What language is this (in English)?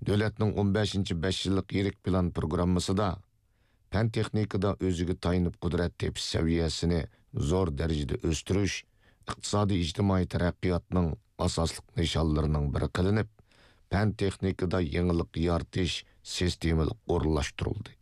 Uyghur